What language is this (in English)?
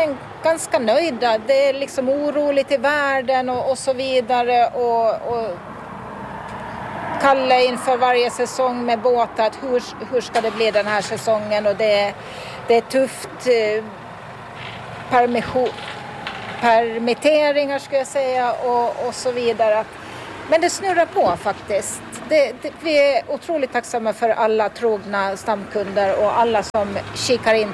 Swedish